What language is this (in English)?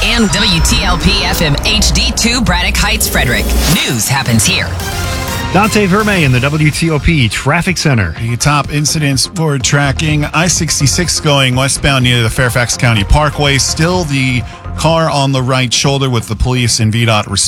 English